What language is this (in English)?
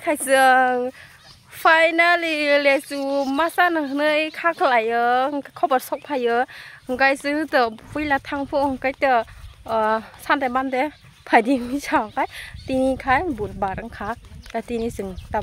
Kok Borok